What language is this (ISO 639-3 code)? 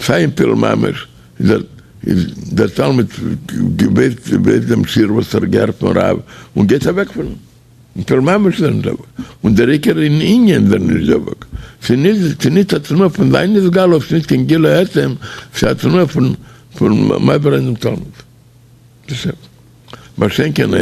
yid